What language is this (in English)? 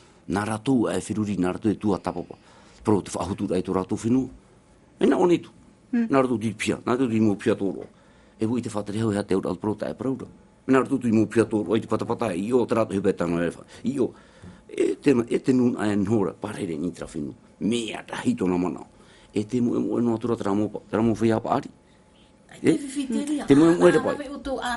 Tahitian